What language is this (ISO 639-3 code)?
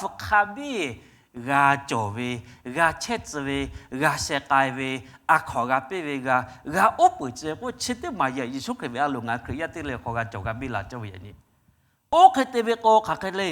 lhu